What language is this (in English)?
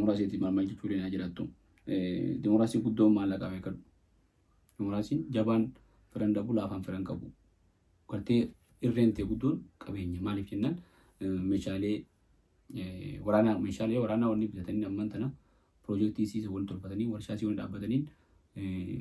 Oromo